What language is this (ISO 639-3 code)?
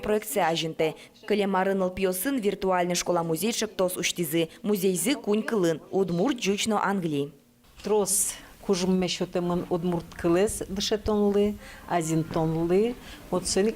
udm